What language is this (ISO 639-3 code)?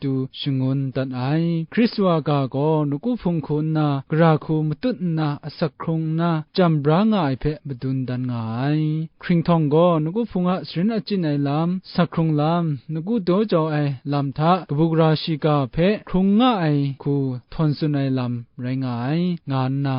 kac